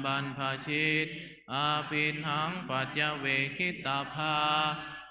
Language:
Pali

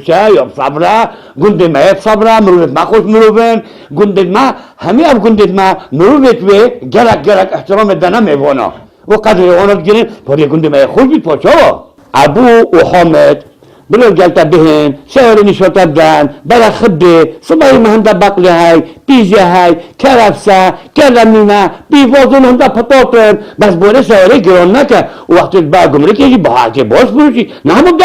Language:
Kurdish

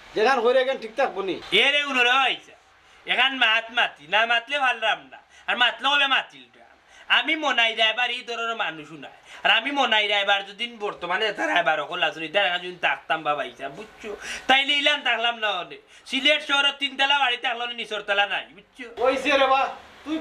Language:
Sylheti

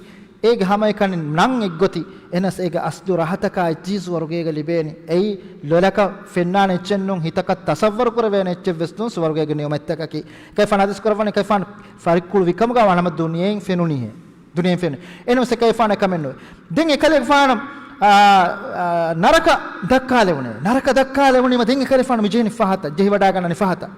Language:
Divehi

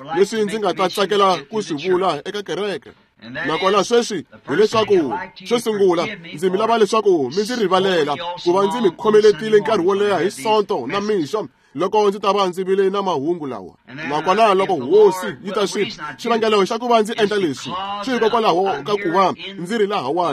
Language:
Tsonga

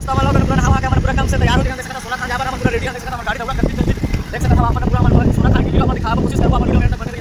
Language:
Chhattisgarhi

